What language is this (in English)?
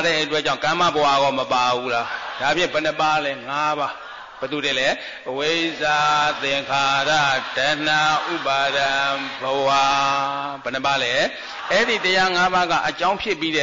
Burmese